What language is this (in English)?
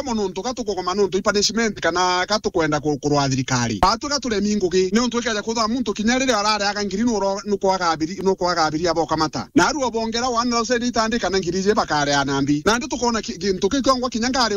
Meru